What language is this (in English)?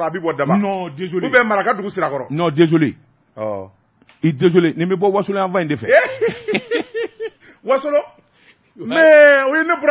Bambara